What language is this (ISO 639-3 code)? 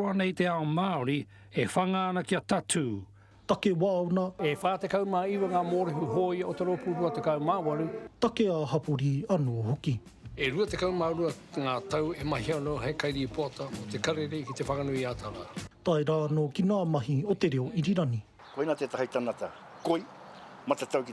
mri